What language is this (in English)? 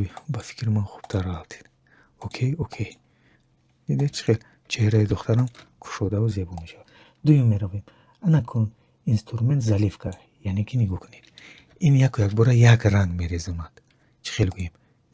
Tajik